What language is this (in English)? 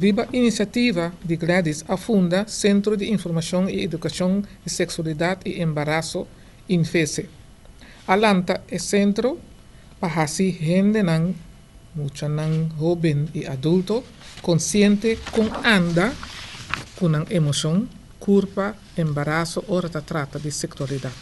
Papiamento